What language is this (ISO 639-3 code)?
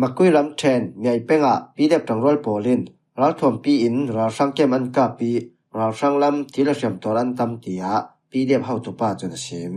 cfm